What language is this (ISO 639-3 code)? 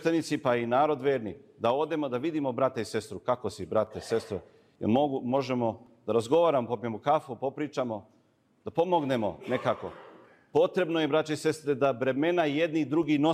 srp